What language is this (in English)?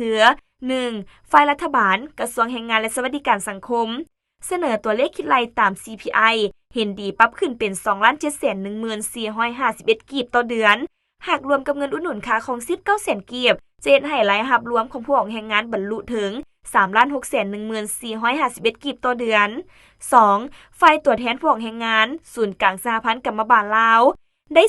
Lao